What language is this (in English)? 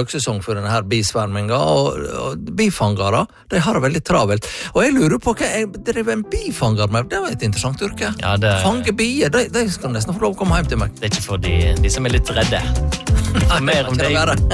Norwegian